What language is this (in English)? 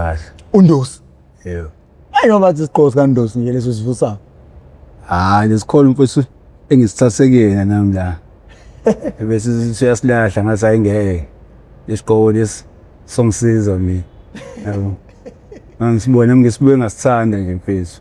Zulu